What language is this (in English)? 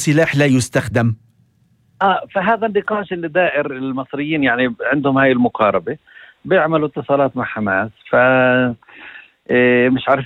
North Levantine Arabic